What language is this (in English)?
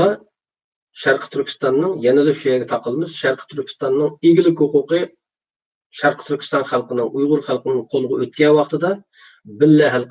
Uyghur